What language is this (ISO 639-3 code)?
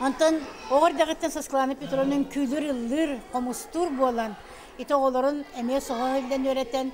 sah